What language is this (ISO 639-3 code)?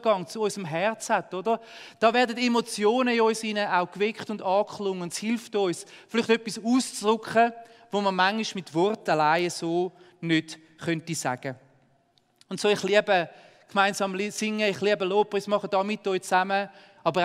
gsw